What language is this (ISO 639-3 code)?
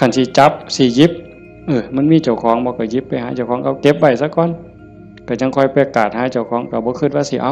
tts